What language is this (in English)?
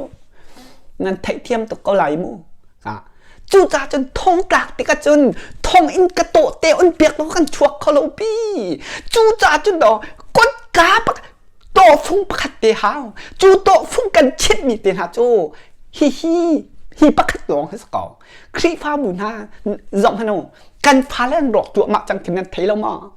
Hakha Chin